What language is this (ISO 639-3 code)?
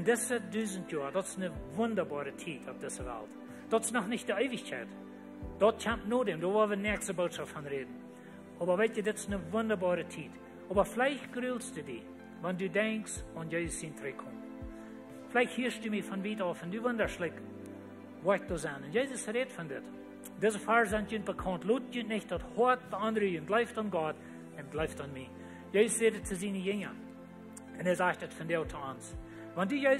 pdt